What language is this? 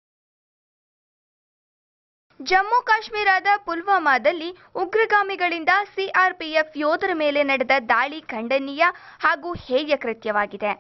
Kannada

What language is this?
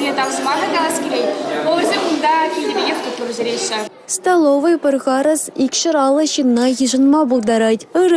Chuvash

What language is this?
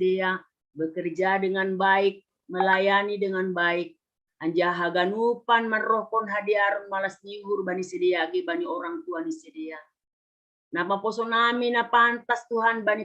Batak Simalungun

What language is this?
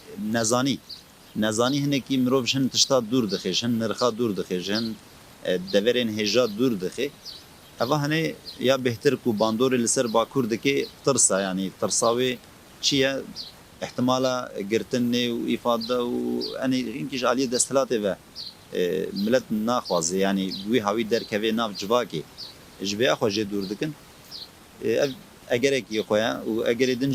Kurdish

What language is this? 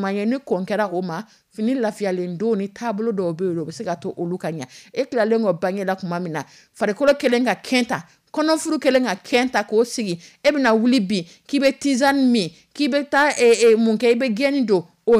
Dyula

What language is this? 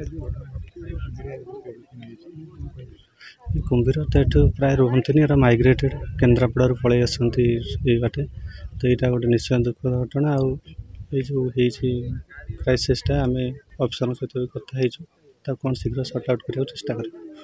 Odia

